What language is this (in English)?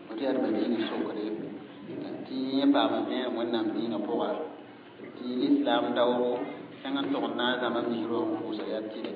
Mossi